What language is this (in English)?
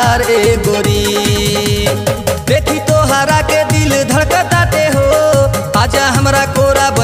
Bhojpuri